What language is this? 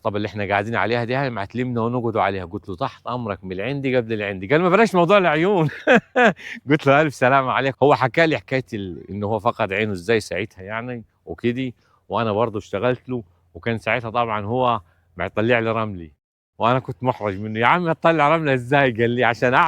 Egyptian Arabic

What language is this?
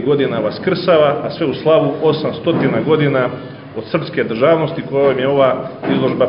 Serbian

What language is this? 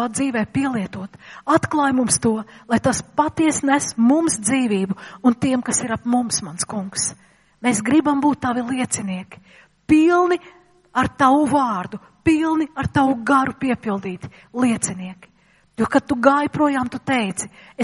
Latvian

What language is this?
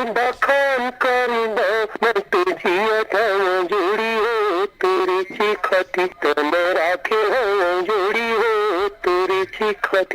Chhattisgarhi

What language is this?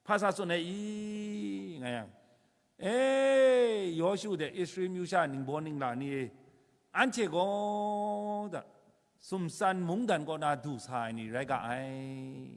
Kachin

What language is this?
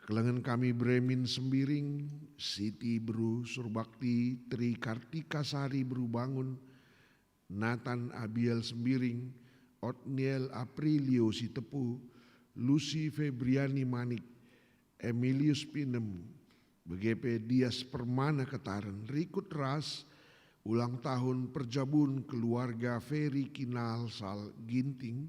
Batak Karo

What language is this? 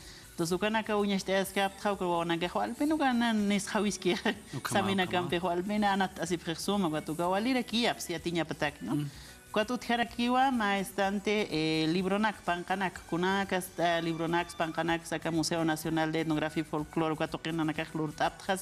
Aymara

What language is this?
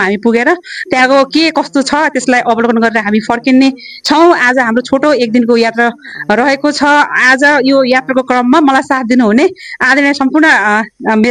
Nepali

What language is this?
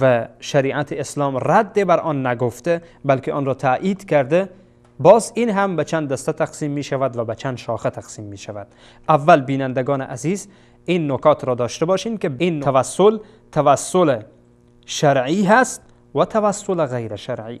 Persian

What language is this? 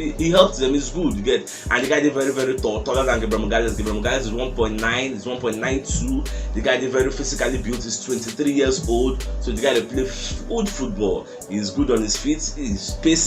Nigerian Pidgin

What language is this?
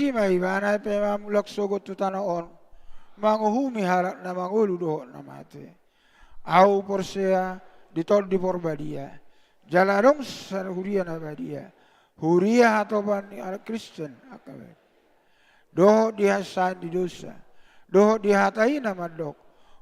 Batak Toba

